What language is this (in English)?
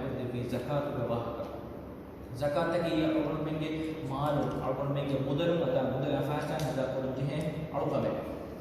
Divehi